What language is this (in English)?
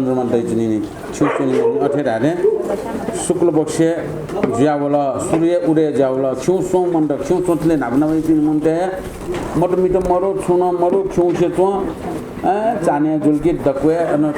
Newari